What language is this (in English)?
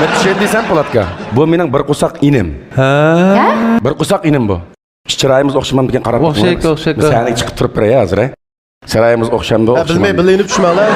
Uyghur